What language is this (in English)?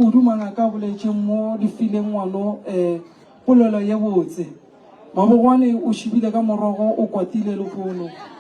Northern Sotho